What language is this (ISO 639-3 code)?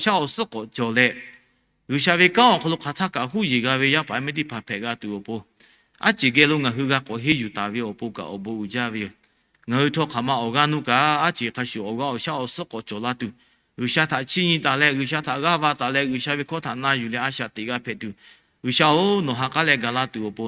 lhu